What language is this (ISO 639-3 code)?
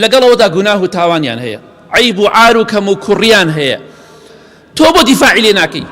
ckb